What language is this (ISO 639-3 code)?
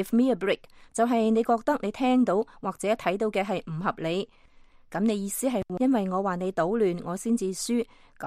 yue